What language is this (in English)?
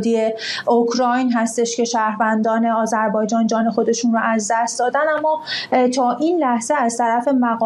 Persian